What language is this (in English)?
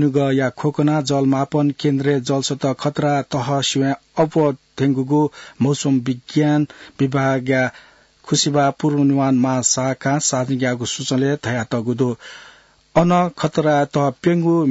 Newari